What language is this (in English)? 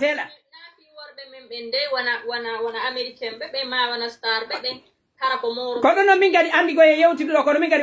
Pular